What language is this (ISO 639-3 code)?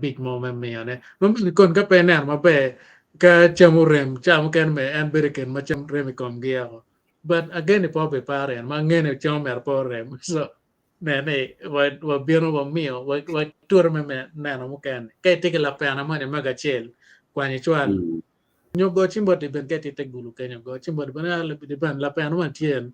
ach